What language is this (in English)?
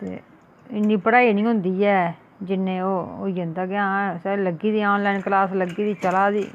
Dogri